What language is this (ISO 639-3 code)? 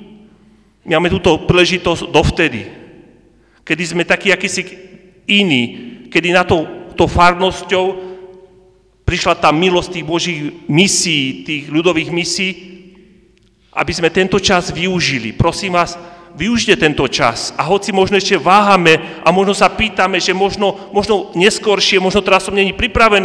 slk